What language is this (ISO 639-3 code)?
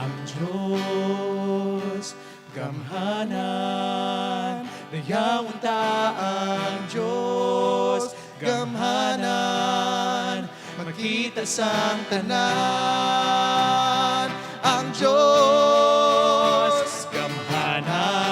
hil